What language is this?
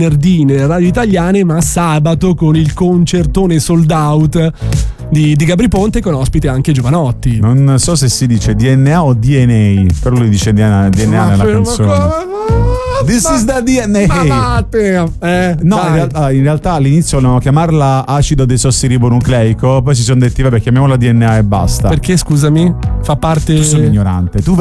Italian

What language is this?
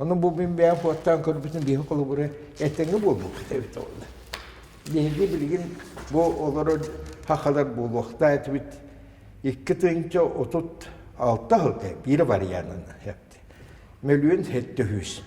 Yakut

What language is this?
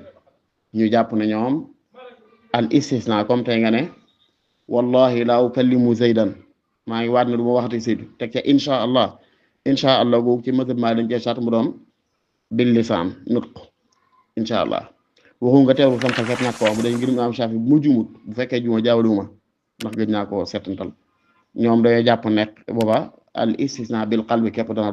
Wolof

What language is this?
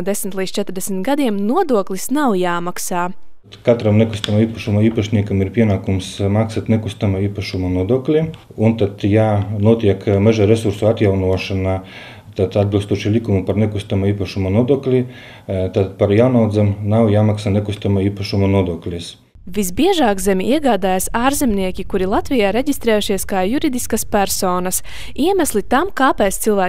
Latvian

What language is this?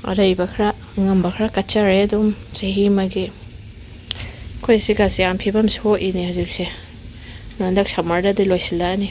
Manipuri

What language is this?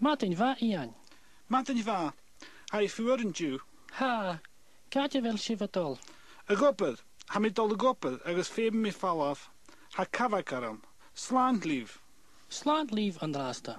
Scottish Gaelic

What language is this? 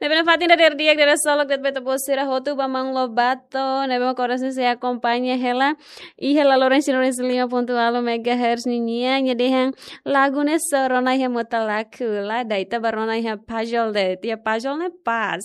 Tetum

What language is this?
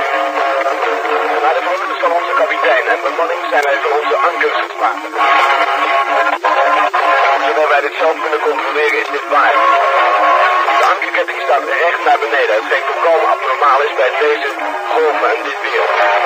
Dutch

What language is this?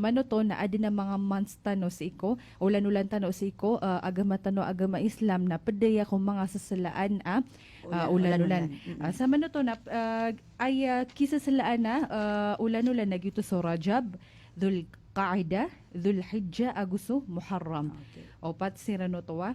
Maranao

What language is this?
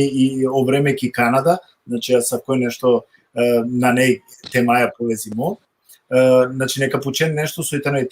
Balkan Romani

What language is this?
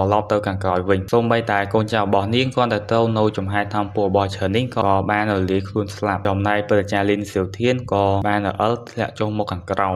Khmer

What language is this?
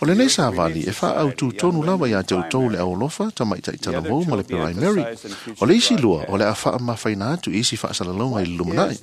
Samoan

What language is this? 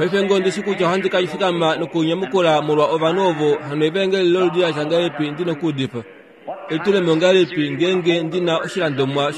Kuanyama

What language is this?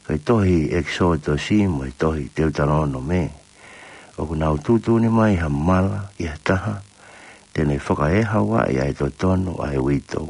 Tongan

